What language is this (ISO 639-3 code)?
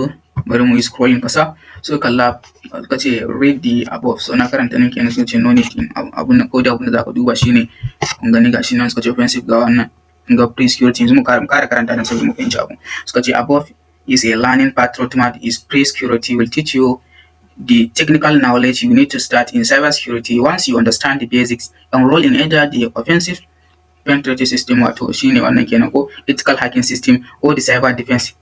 hau